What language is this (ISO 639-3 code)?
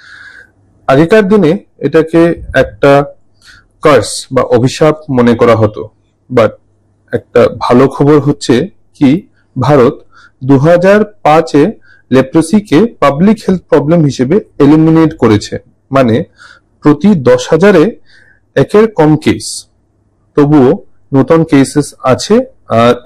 ben